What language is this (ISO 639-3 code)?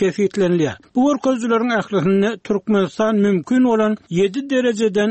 tuk